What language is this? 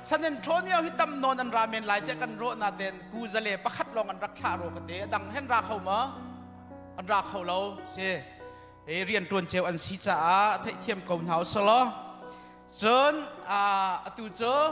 Hakha Chin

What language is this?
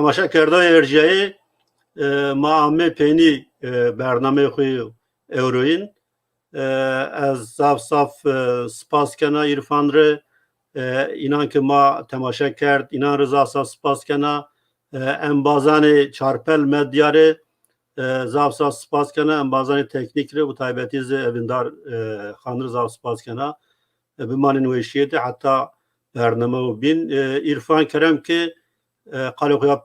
Zaza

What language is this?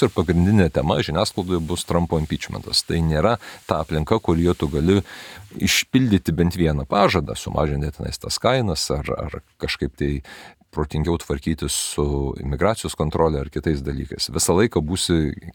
Lithuanian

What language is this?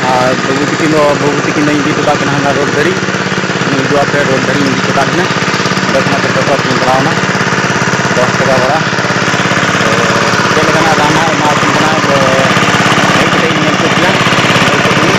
Santali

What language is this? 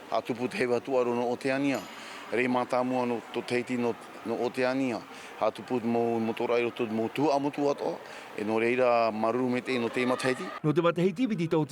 Tahitian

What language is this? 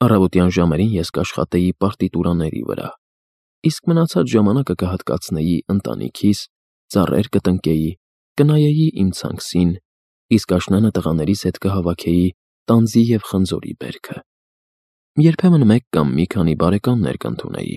Armenian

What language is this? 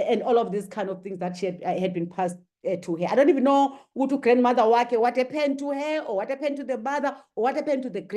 English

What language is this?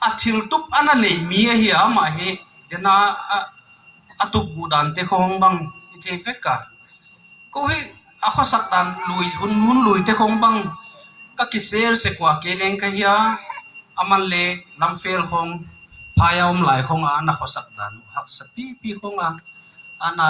Paite Chin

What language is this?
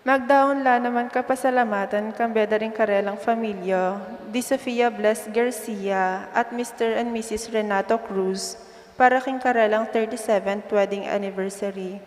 Pampanga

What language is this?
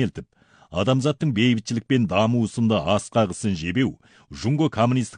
Kazakh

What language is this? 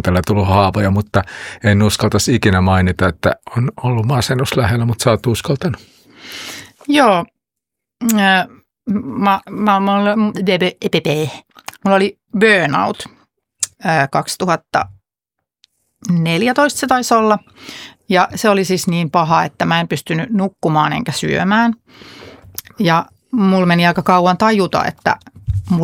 Finnish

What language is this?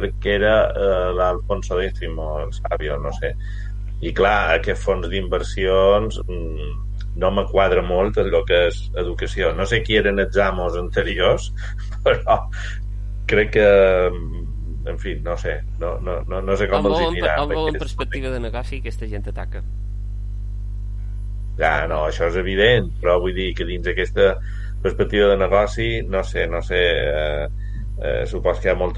Catalan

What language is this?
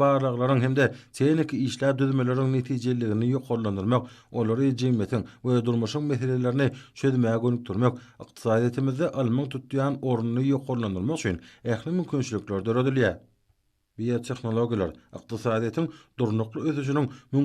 Turkmen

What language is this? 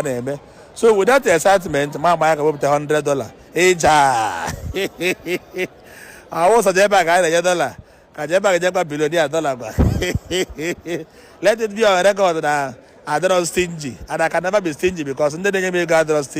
Igbo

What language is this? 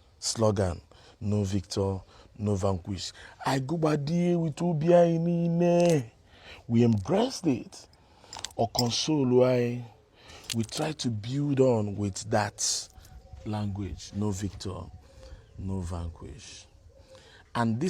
Igbo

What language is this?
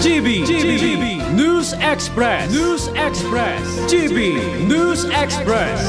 Bikol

